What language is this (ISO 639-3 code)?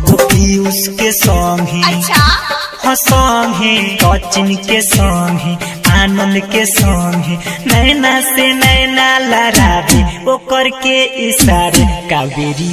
bho